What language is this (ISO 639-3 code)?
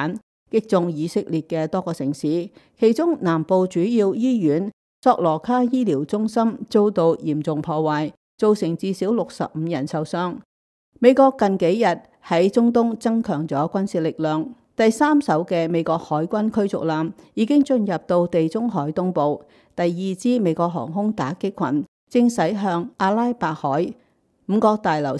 yue